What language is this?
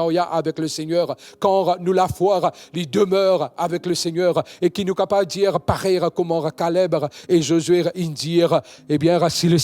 Morisyen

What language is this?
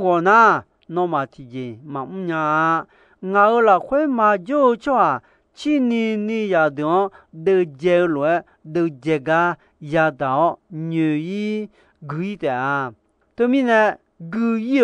Akha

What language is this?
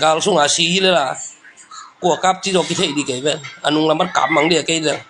Tedim Chin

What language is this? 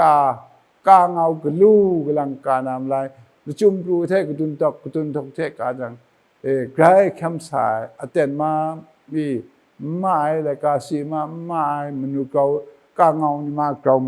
Kachin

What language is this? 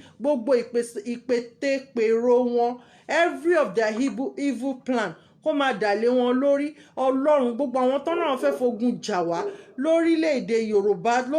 Yoruba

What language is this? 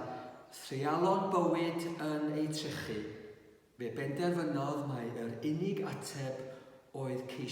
Welsh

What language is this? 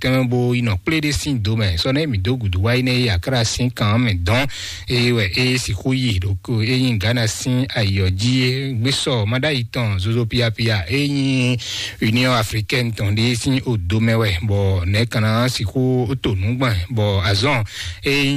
Fon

